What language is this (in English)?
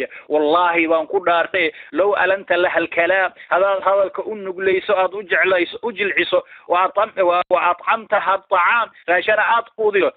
Somali